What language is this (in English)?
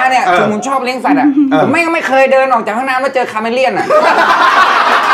Thai